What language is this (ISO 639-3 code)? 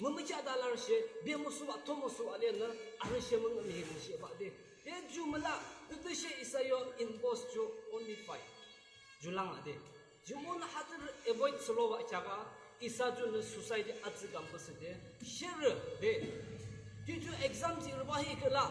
yim